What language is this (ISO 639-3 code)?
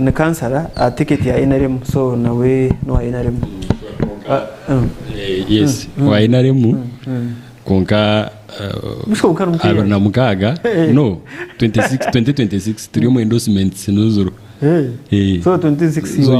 nyn